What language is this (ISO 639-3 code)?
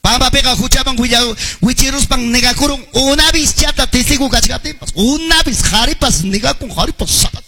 quy